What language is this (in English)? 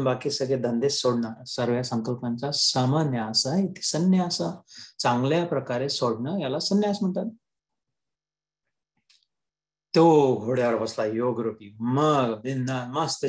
Marathi